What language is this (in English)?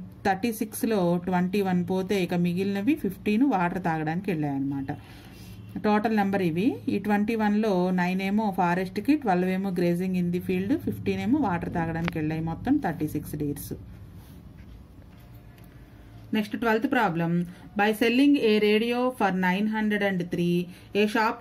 Telugu